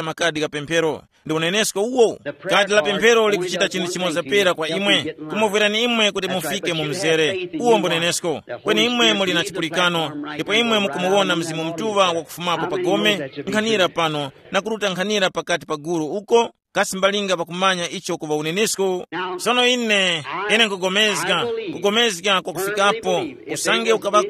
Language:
Tumbuka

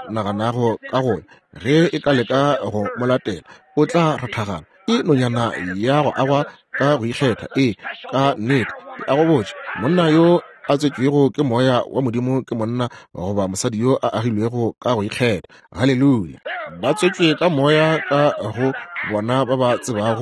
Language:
Northern Sotho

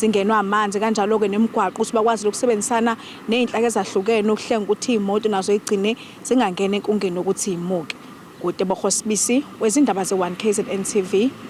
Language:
Zulu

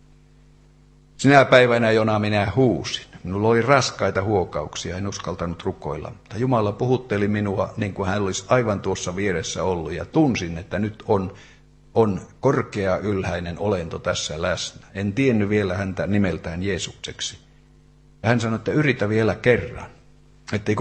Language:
Finnish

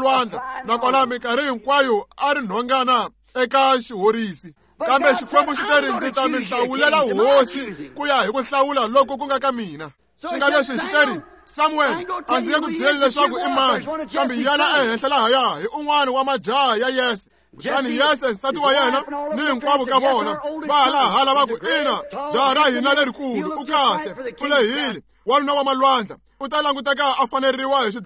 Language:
Tsonga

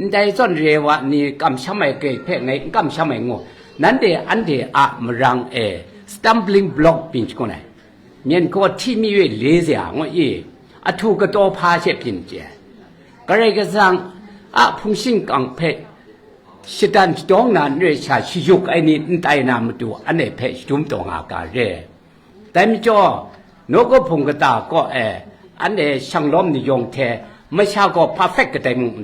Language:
Kachin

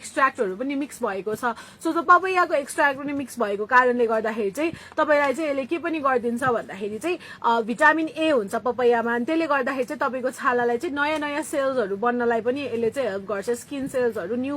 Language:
Nepali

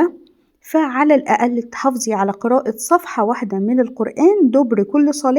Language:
Egyptian Arabic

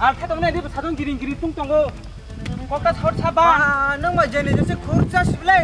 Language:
Kok Borok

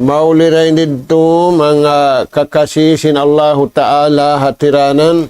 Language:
Tausug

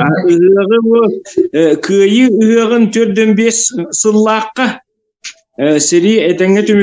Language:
Yakut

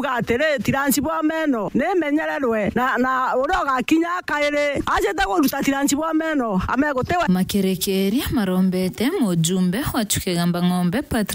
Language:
Meru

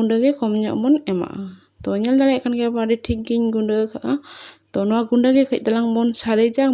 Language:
Santali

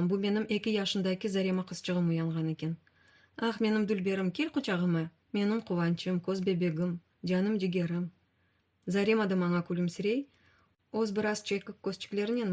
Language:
Crimean Tatar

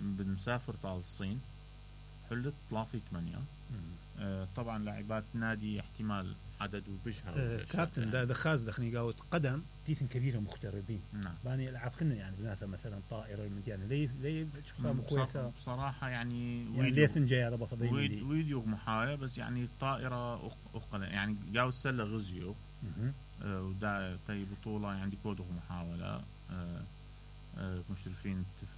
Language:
Mesopotamian Arabic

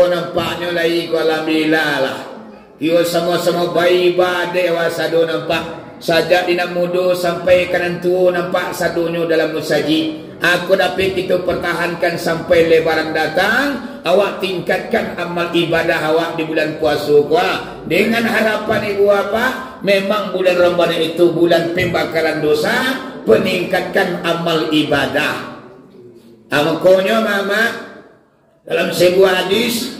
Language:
Minangkabau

